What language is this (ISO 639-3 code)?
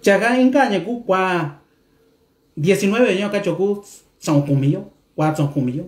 mix